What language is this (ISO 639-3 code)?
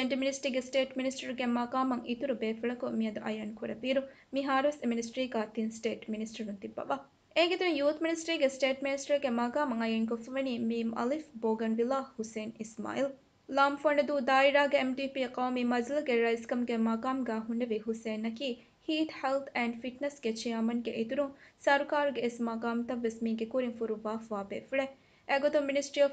div